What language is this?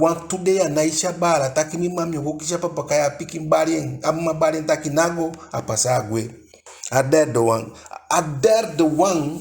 Eastern Maroon Creole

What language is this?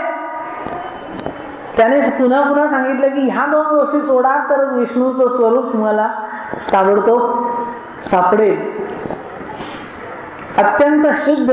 Marathi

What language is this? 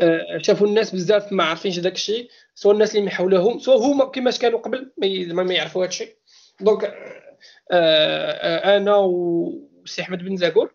Moroccan Arabic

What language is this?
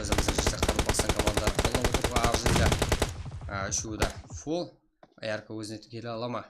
Kara-Kalpak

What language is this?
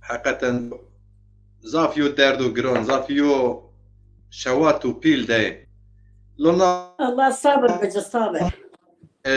Zaza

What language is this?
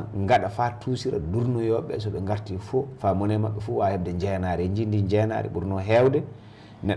Fula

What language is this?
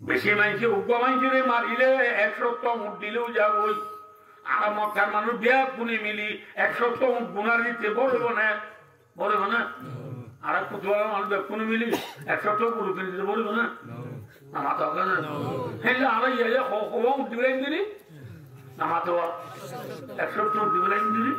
Rohingya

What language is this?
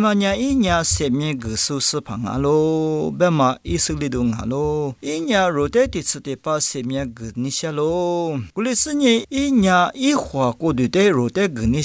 Lisu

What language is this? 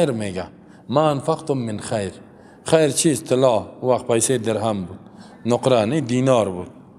Persian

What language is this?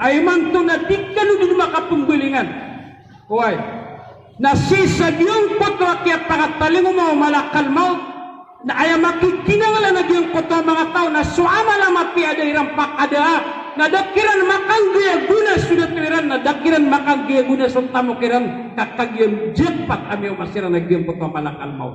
Maranao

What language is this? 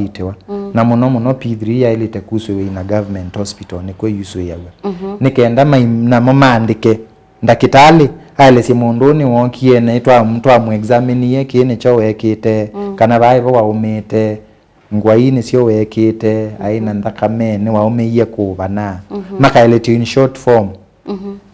Kamba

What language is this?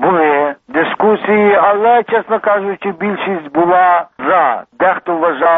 Ukrainian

